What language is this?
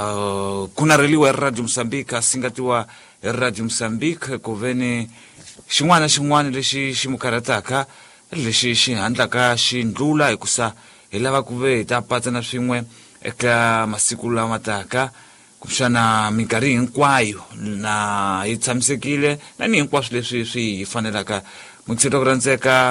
Tsonga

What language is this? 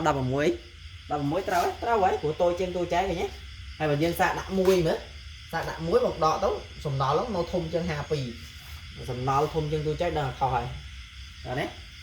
Khmer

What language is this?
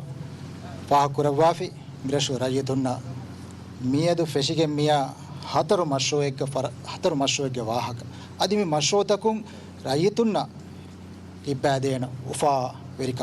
Divehi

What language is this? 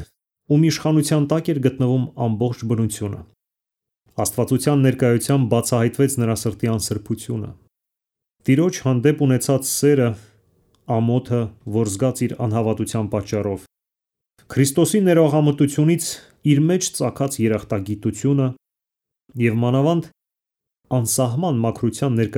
Armenian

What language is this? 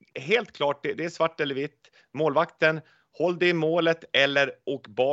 Swedish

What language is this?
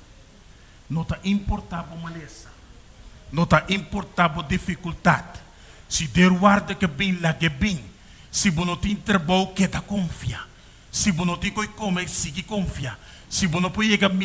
Papiamento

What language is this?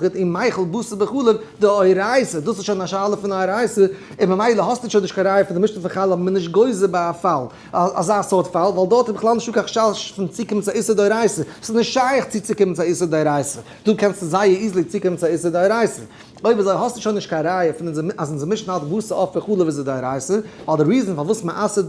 Yiddish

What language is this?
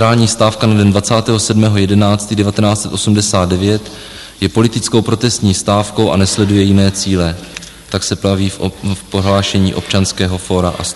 Czech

